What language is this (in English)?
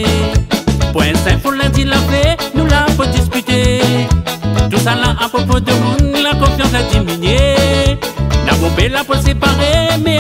Réunion Creole French